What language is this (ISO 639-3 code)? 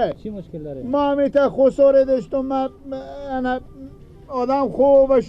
fas